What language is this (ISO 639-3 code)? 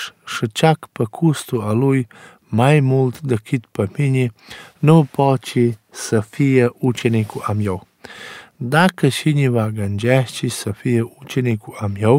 ron